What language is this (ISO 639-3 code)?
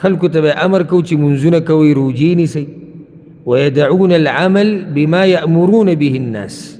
pus